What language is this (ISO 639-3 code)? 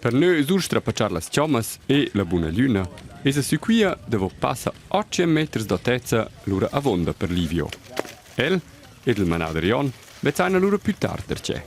roh